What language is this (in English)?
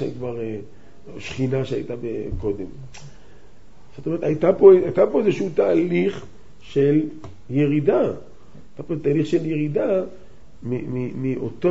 Hebrew